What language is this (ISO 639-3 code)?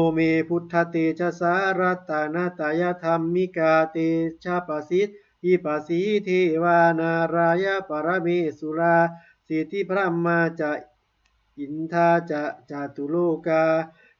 pli